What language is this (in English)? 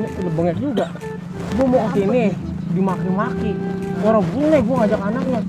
Betawi